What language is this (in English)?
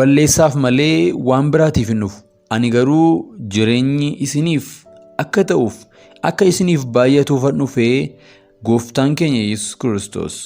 Oromo